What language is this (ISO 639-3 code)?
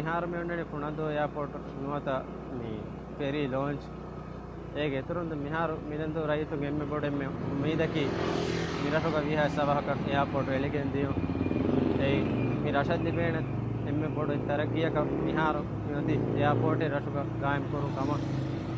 div